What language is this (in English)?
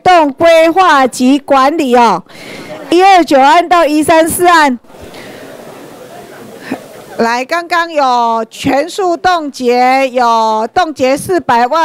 Chinese